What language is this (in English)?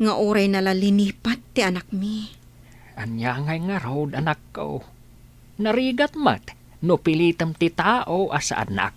Iloko